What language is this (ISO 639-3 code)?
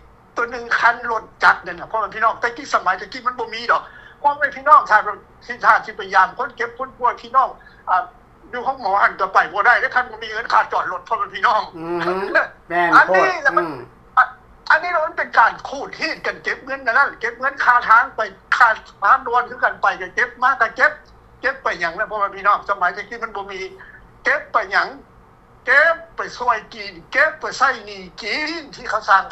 lao